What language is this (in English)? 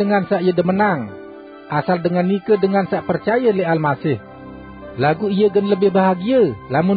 Sasak